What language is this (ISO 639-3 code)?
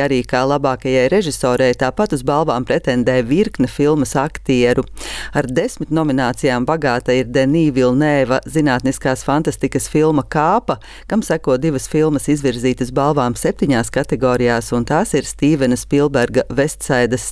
lav